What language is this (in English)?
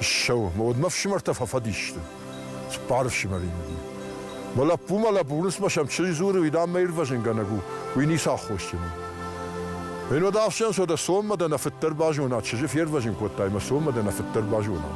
Ossetic